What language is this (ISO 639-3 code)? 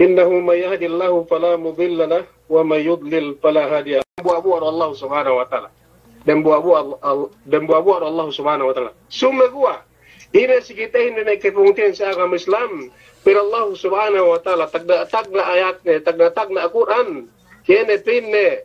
yka